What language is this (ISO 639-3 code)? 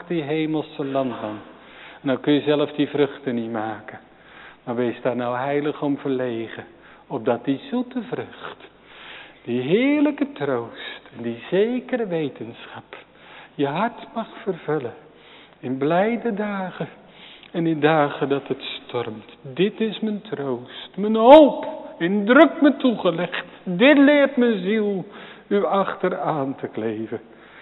nld